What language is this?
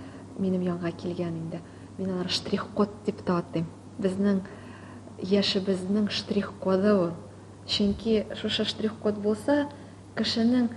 Tatar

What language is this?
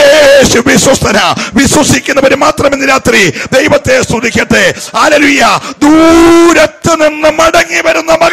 Malayalam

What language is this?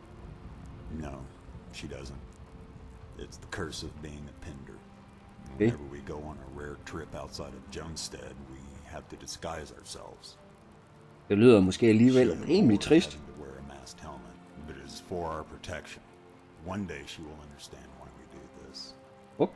Danish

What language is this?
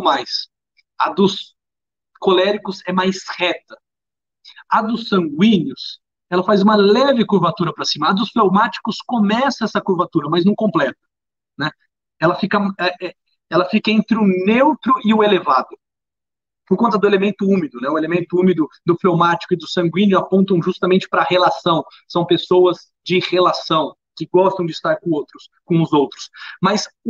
Portuguese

